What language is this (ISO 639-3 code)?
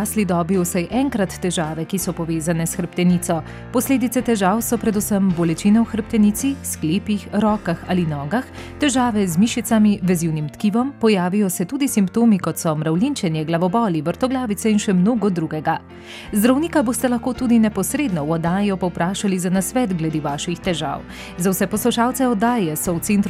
slv